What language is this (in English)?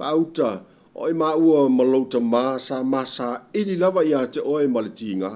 Samoan